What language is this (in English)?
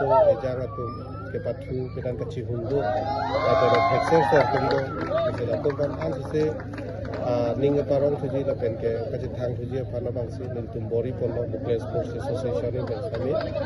Karbi